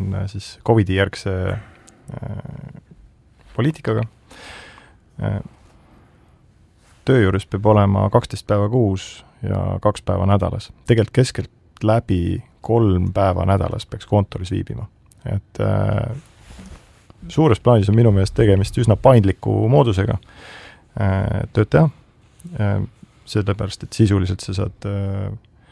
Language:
Estonian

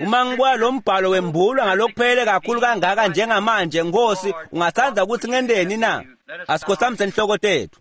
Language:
Swati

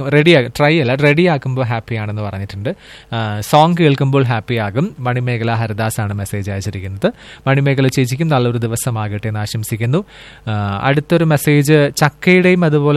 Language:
Malayalam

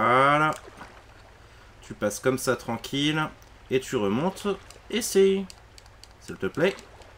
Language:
French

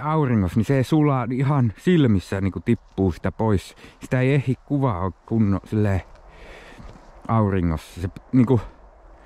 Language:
Finnish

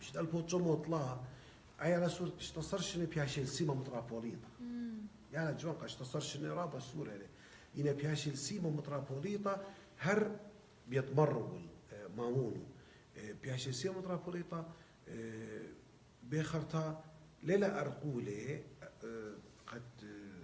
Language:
Assyrian Neo-Aramaic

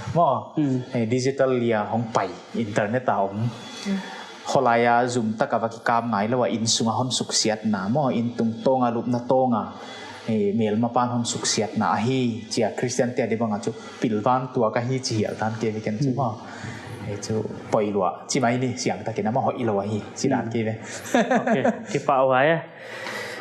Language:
Paite Chin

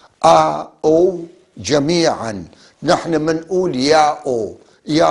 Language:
North Levantine Arabic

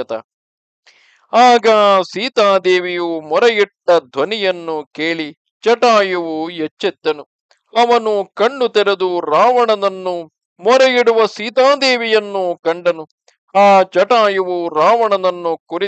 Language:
Kannada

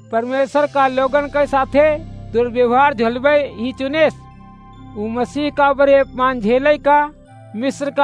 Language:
Awadhi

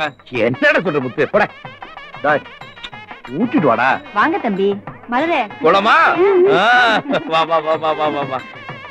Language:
Tamil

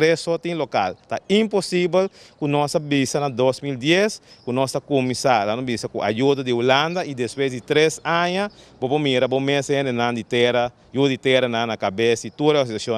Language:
Papiamento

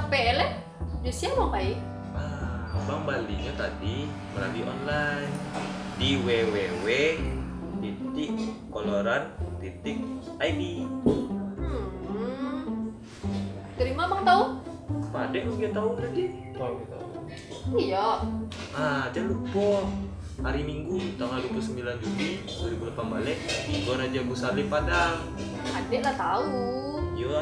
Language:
Minangkabau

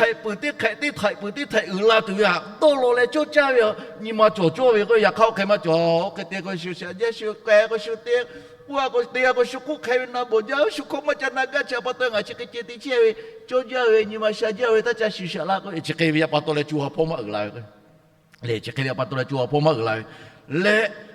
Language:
Lahu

